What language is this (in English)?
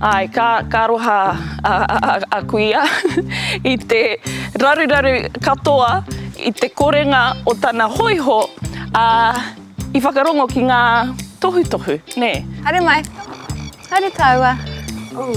Māori